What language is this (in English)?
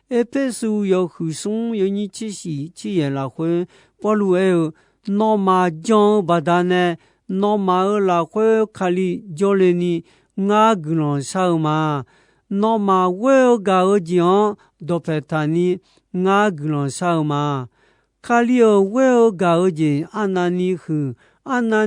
Akha